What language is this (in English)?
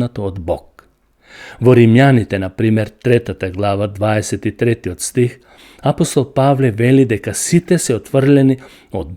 Macedonian